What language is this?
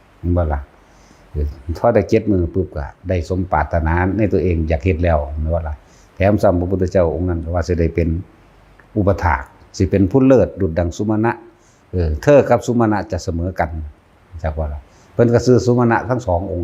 Lao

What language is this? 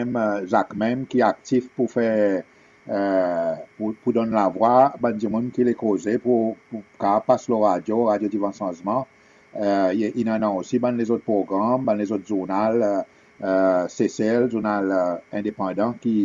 Seselwa Creole French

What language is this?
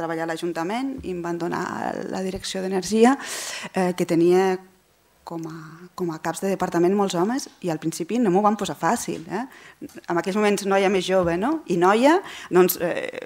Catalan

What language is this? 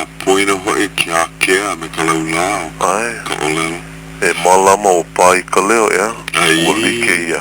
Hawaiian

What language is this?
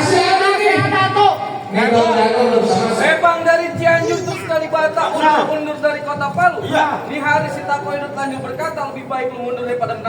Betawi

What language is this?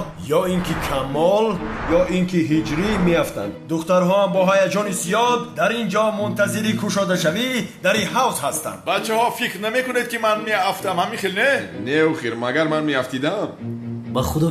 Tajik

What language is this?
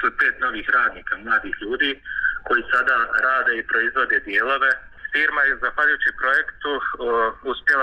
Bosnian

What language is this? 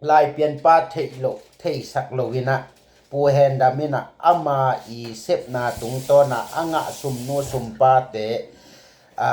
Tedim Chin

